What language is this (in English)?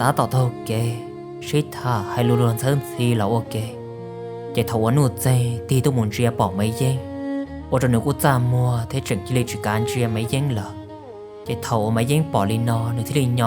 Hmong